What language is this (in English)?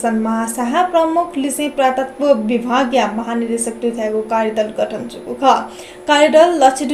Newari